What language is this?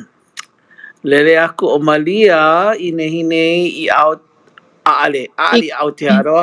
Hawaiian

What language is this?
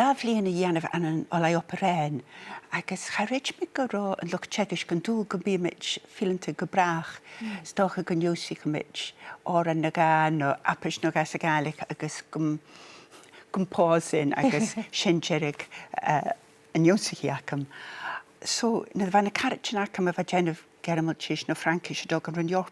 Scottish Gaelic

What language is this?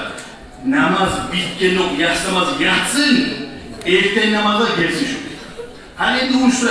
Kumyk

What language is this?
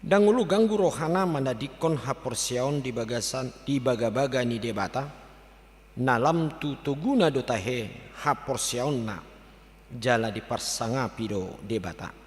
Batak Toba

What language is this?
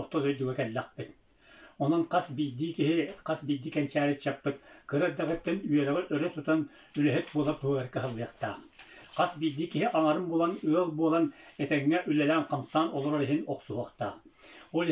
Yakut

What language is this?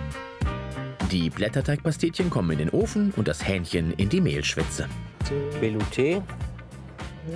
German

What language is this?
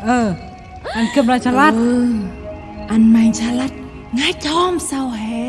Central Mnong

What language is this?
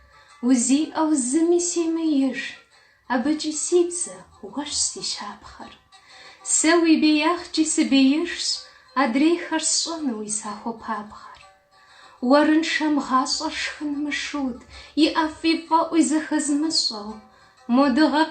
Kabardian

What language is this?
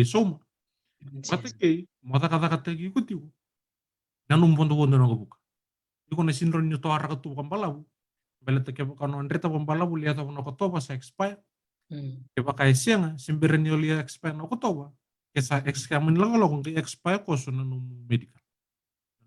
Fijian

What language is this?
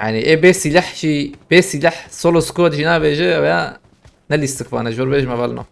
Kurdish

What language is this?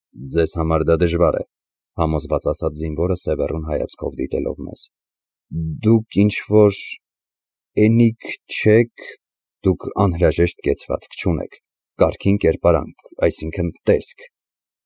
Armenian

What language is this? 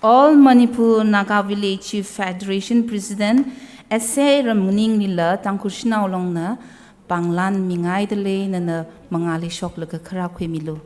Tangkhul Naga (India)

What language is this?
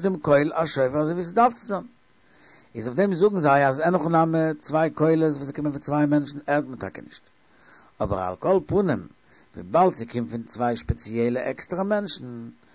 Yiddish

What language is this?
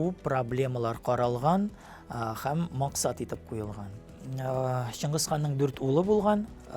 Tatar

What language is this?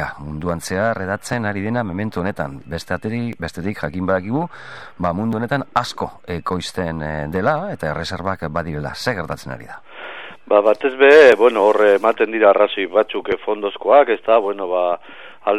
Basque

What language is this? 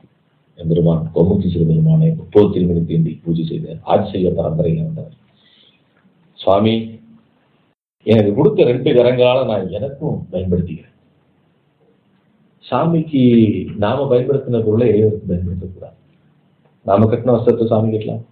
Tamil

